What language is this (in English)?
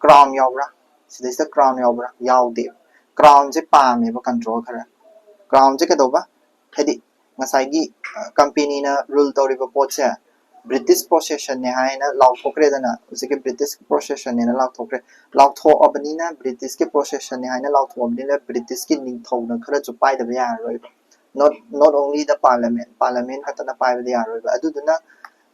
Manipuri